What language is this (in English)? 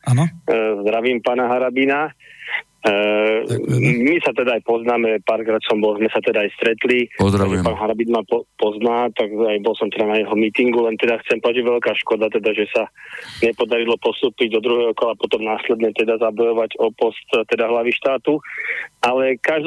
Slovak